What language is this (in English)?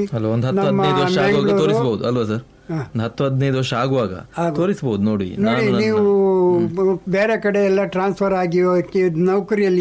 Kannada